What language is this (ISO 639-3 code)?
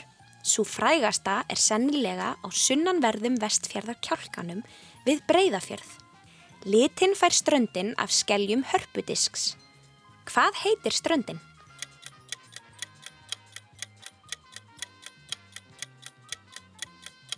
isl